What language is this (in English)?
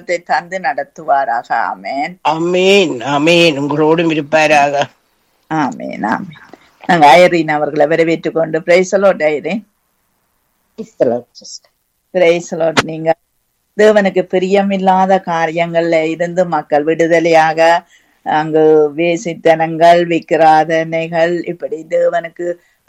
Tamil